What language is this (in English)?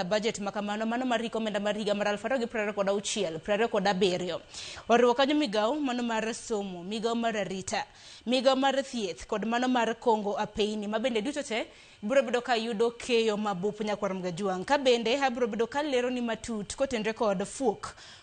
Luo (Kenya and Tanzania)